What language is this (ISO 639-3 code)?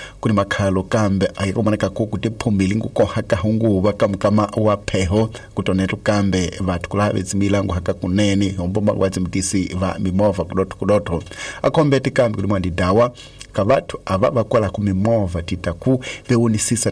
tso